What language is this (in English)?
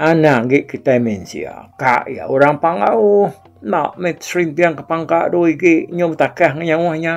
Iban